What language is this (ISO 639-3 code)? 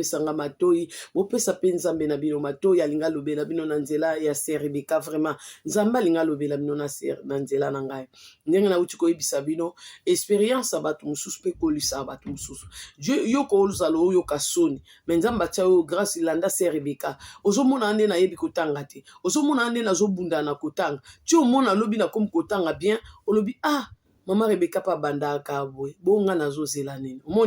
lin